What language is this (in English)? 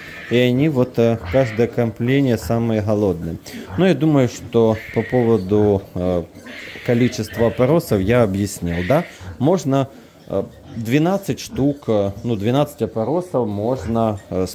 Russian